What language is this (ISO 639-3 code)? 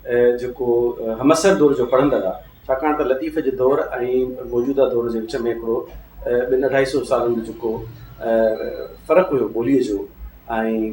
snd